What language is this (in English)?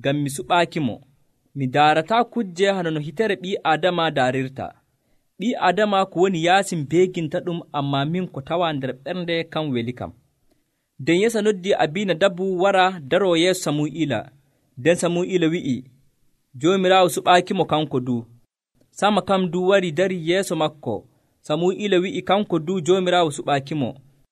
Nigerian Fulfulde